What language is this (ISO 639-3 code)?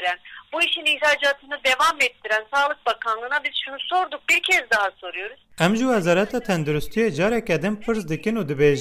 kur